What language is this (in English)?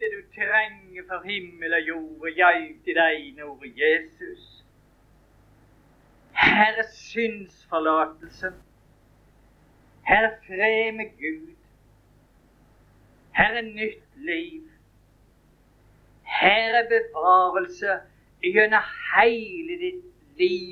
Norwegian